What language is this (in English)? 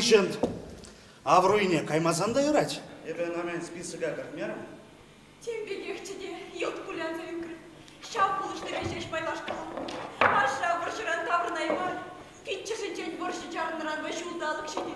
Chuvash